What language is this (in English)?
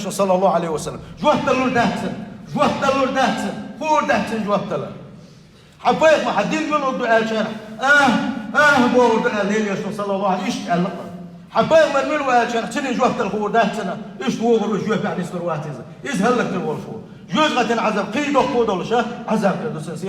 Chechen